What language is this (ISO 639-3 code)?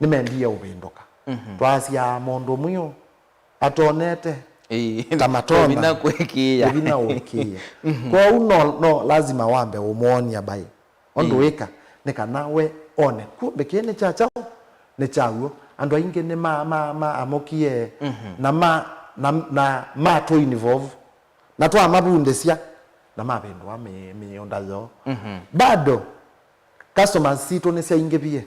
kam